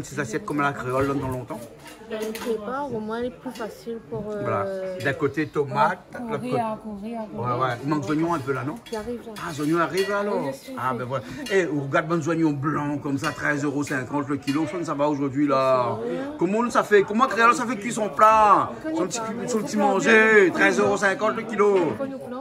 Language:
Réunion Creole French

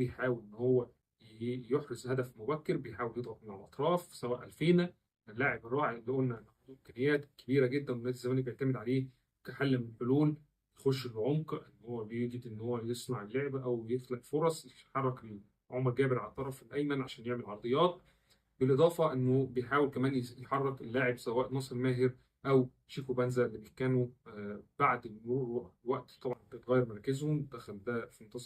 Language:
Egyptian Arabic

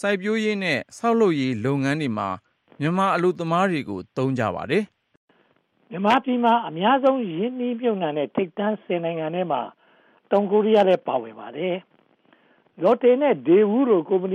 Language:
Burmese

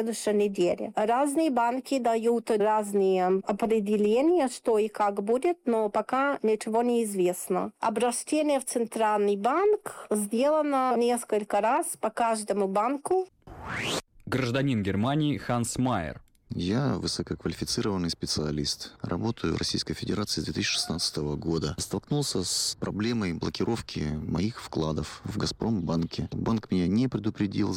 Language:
Russian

